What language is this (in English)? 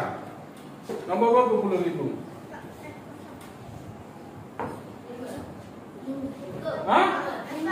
Malay